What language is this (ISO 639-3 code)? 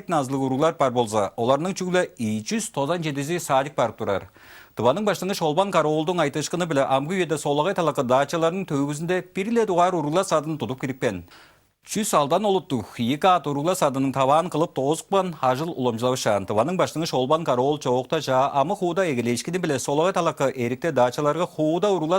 tyv